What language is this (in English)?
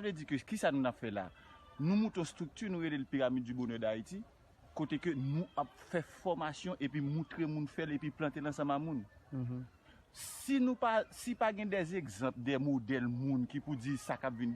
Haitian Creole